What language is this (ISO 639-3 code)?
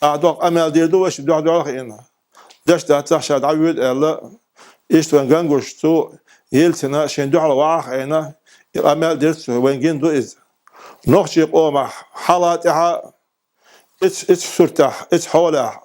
che